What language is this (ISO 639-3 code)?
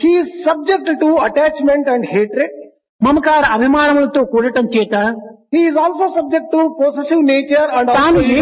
tel